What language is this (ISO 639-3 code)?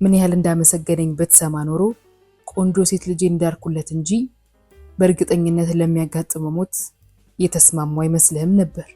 amh